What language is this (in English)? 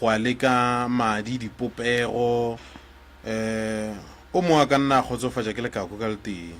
Northern Sotho